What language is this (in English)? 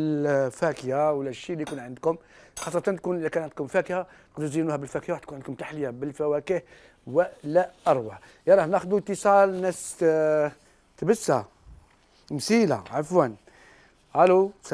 Algerian Arabic